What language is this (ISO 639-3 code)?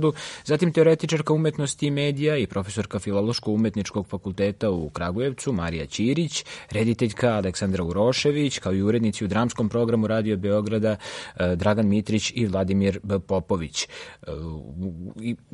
srp